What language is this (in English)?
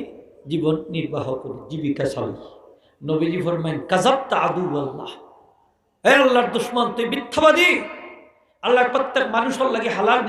Sylheti